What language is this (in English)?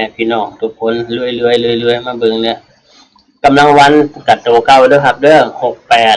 Northeastern Thai